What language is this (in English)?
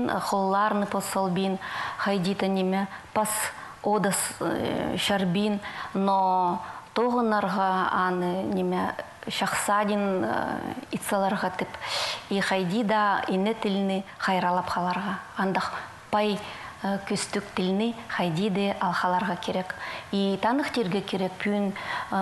Khakas